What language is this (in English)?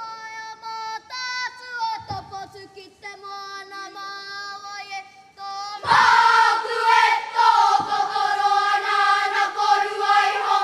Māori